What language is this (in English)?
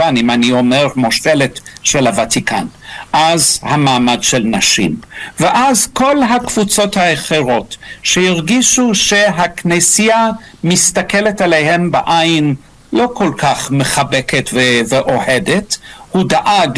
Hebrew